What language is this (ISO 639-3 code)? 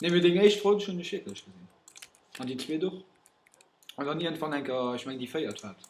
ltz